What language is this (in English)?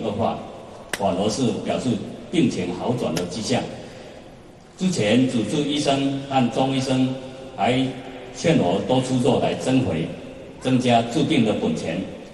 Chinese